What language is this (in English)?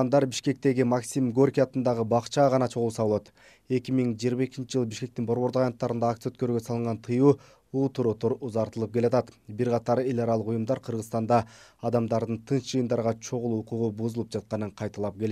Kyrgyz